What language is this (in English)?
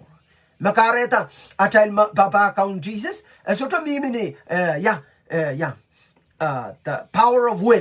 Pohnpeian